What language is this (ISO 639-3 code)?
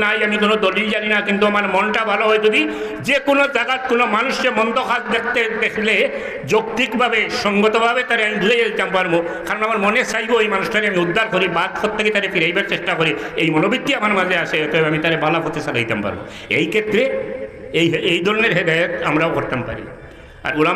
syl